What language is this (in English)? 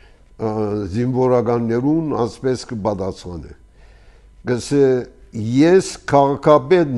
Armenian